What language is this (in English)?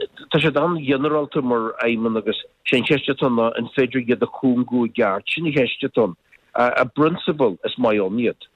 Irish